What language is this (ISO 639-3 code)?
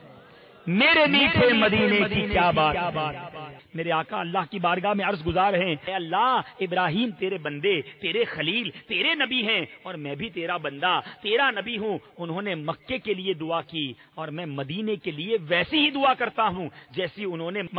urd